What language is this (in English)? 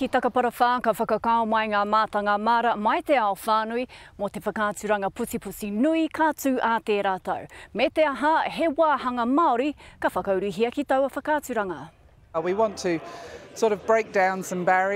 Māori